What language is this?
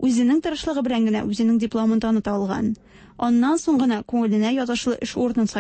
Tatar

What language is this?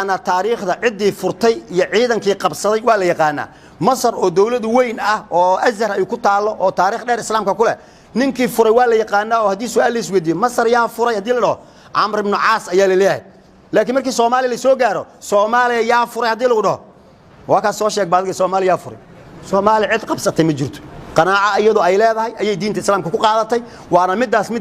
Somali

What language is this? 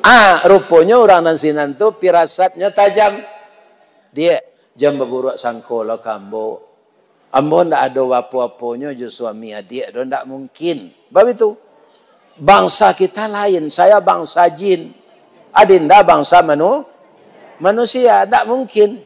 Minangkabau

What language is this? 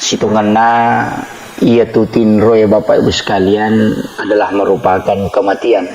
Buginese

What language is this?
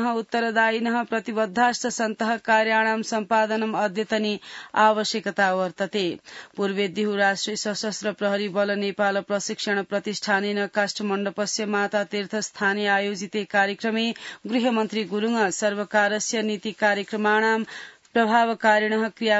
Sanskrit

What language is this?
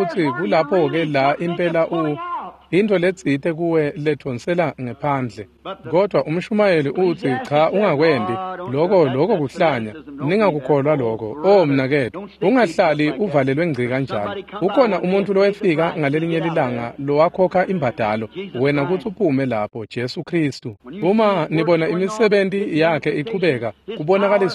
Swati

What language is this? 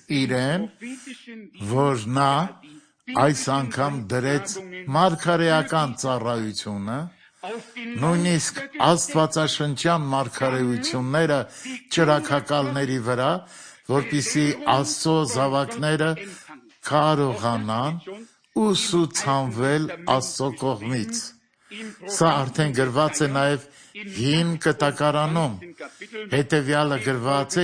Armenian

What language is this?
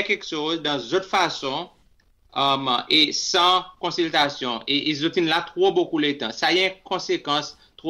Seselwa Creole French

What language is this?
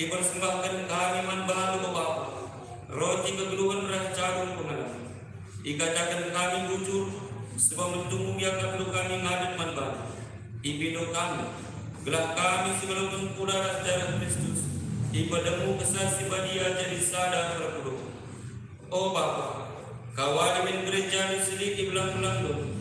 Batak Karo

